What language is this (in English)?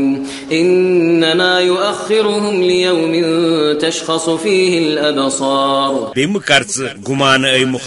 Kashmiri